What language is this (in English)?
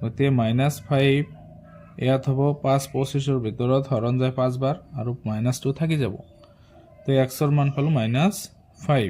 Assamese